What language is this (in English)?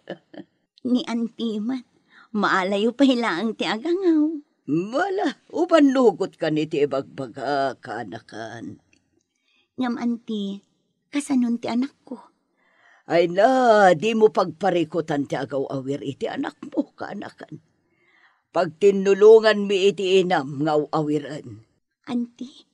Iloko